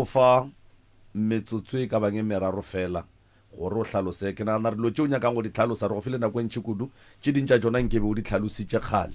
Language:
Northern Sotho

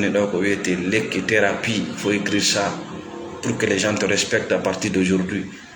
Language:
Fula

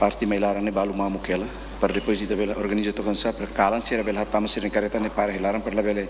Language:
Tetum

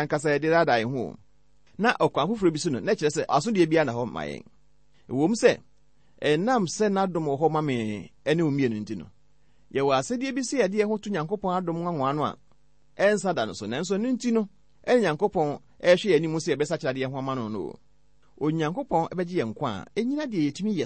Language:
Akan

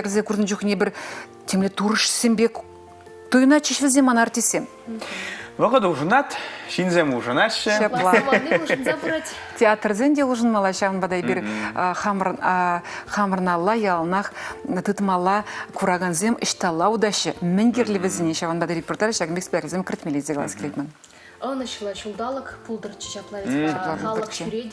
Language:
Chuvash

